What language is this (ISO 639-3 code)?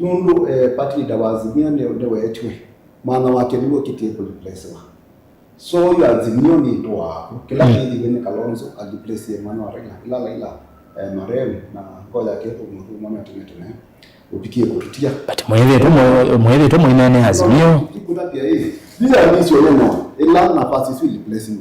kam